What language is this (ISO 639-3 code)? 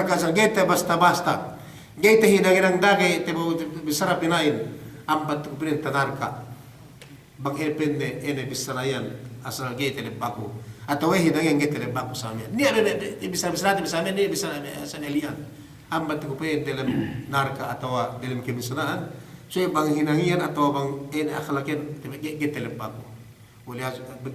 yka